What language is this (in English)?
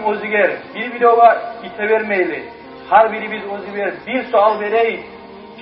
Kumyk